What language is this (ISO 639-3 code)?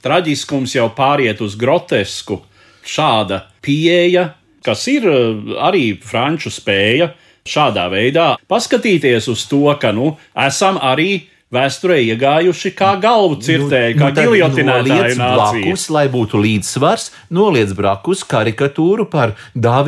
lav